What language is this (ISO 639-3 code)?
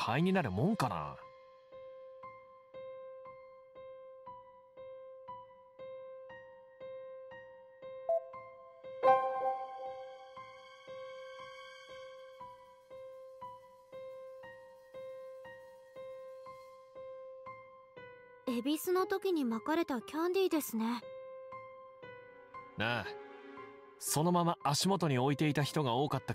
jpn